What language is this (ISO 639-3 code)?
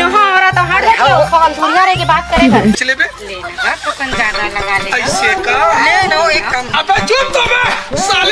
hne